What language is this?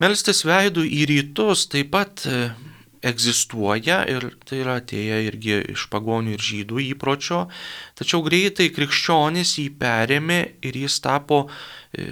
Lithuanian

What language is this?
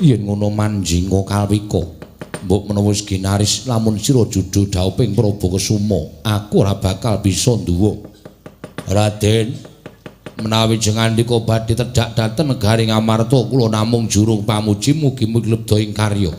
Javanese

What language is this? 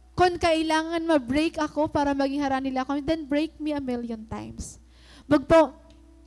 Waray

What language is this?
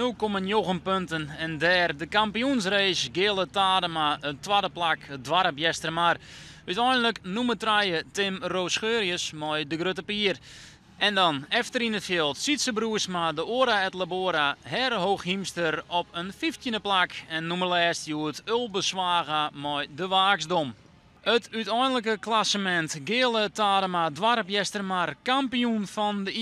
Western Frisian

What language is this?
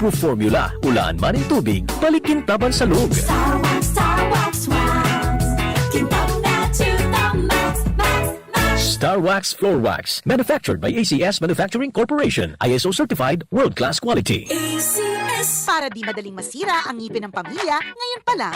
Bikol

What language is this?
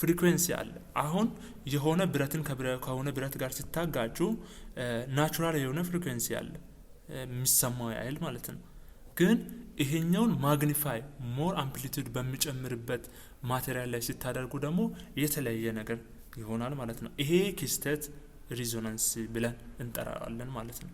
Amharic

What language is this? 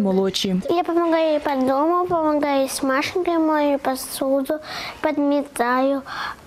Ukrainian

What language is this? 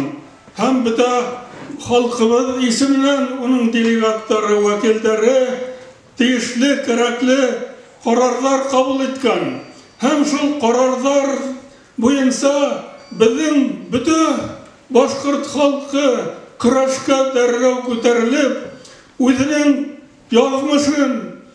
Bashkir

